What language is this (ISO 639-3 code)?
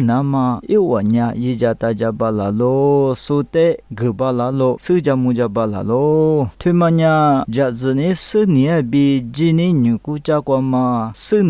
lis